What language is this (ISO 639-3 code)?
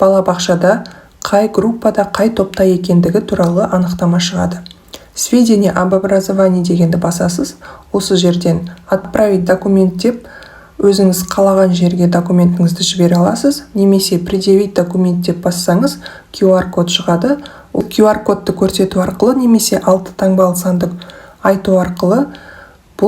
kaz